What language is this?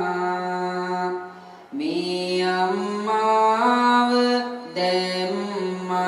Sinhala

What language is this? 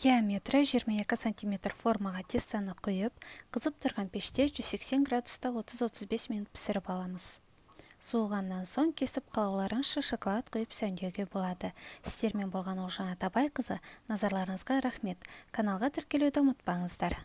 Kazakh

